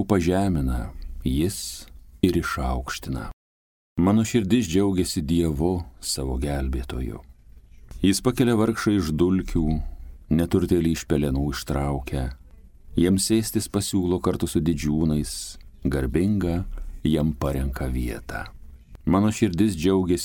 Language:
Lithuanian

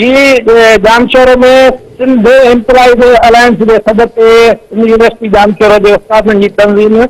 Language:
Sindhi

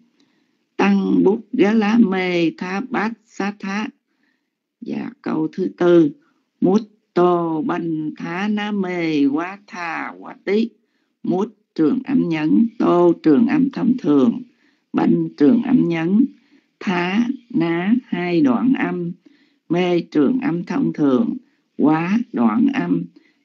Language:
Vietnamese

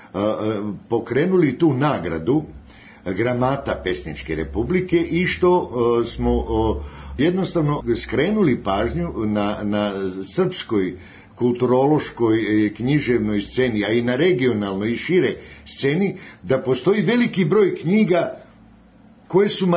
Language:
Serbian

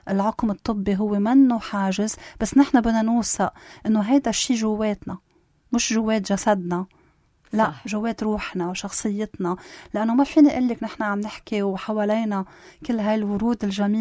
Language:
North Levantine Arabic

